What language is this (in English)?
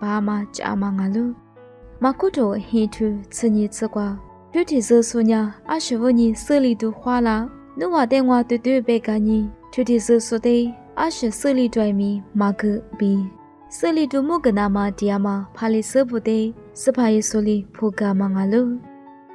Lisu